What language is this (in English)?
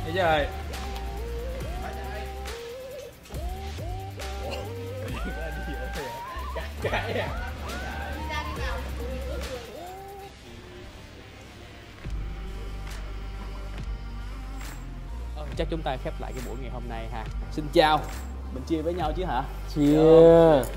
Vietnamese